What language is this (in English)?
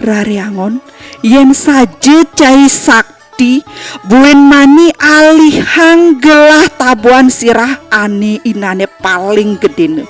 Balinese